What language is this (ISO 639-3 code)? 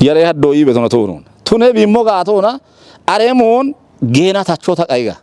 kbr